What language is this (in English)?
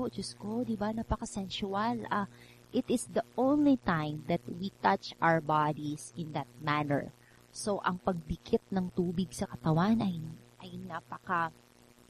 Filipino